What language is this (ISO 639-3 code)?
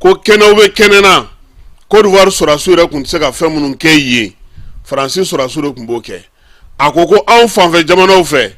bam